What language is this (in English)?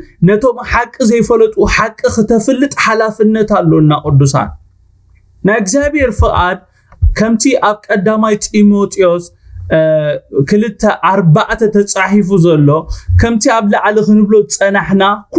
Tigrinya